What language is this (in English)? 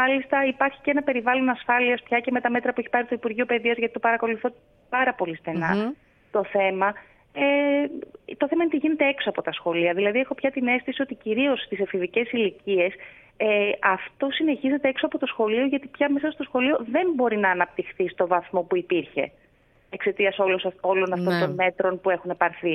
Greek